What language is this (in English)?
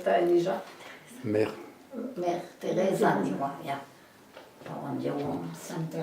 Breton